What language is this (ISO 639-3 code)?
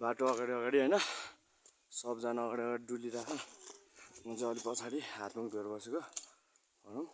nep